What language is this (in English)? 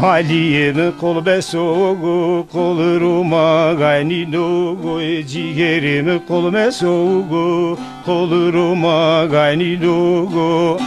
Zaza